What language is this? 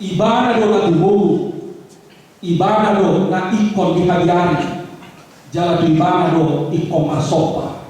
Batak Toba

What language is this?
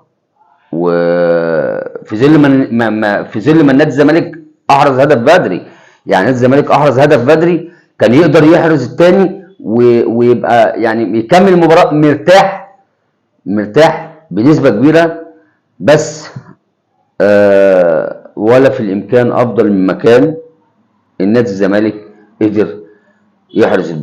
Egyptian Arabic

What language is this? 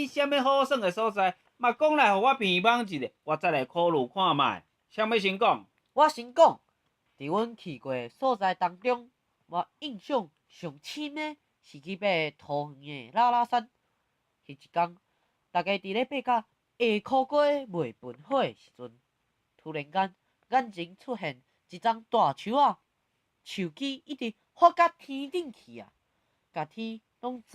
Min Nan Chinese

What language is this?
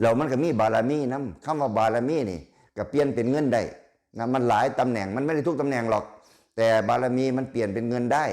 Lao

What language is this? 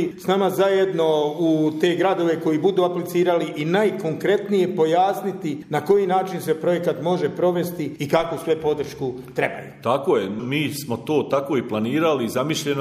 Bosnian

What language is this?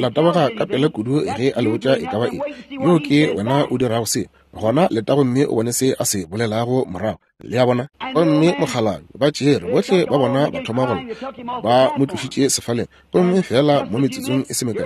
Northern Sotho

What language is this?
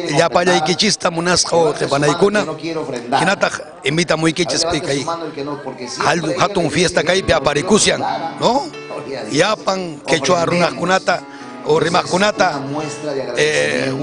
Ayacucho Quechua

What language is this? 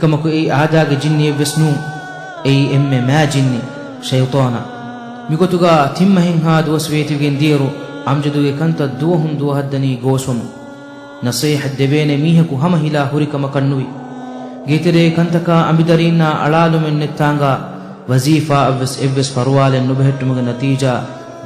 Divehi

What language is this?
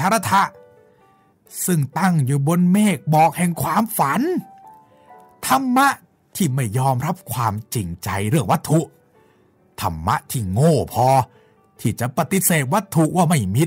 Thai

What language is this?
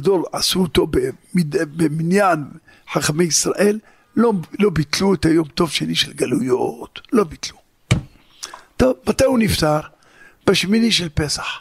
Hebrew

